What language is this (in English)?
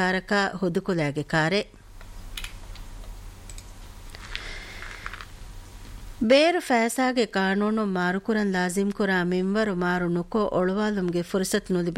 Divehi